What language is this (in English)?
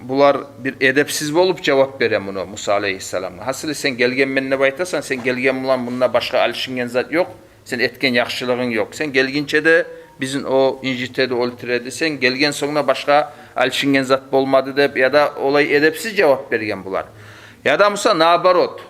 Kumyk